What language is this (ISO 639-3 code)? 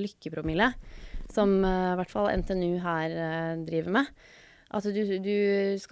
nor